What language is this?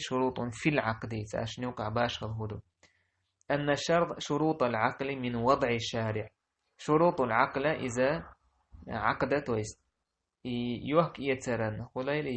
Chechen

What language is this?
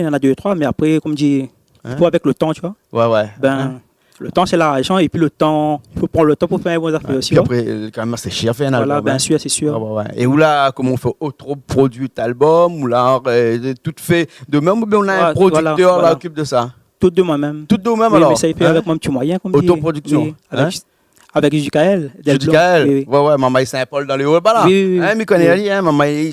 Réunion Creole French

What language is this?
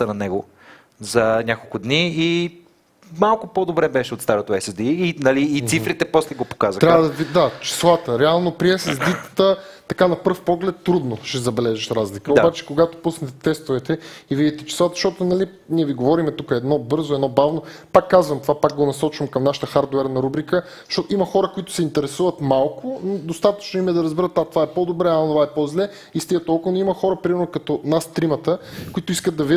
Bulgarian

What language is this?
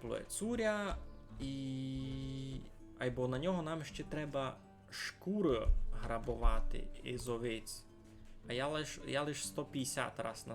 Rusyn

